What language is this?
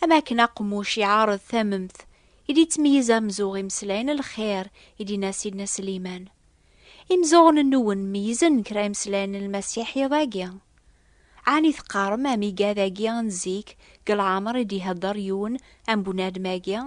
Kabyle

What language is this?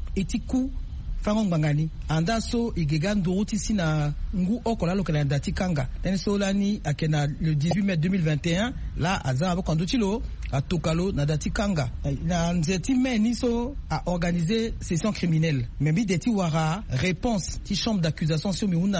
Sango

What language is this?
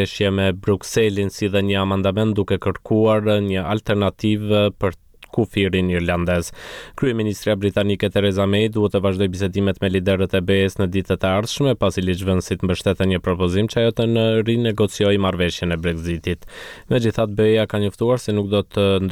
Albanian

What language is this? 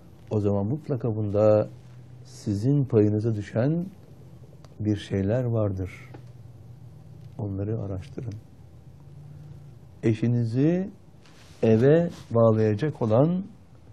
Turkish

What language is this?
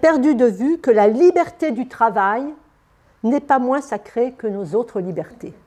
French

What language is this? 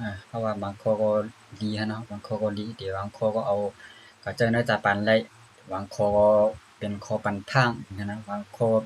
Shan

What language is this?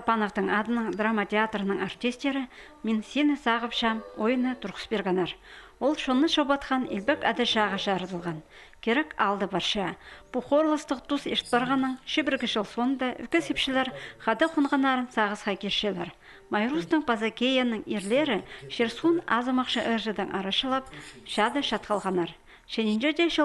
Khakas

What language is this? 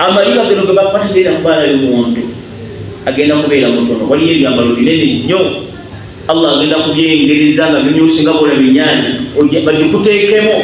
Ganda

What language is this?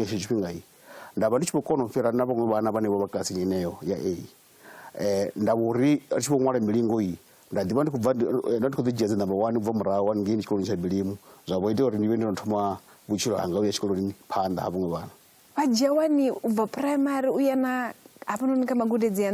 Venda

